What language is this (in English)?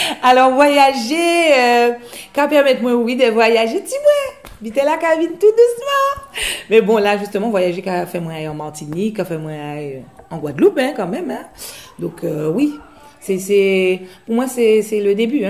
Guadeloupean Creole French